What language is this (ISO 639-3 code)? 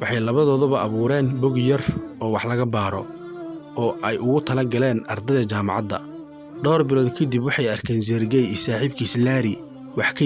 som